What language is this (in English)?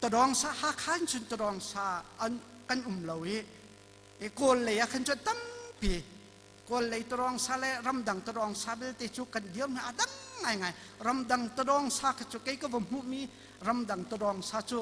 Hakha Chin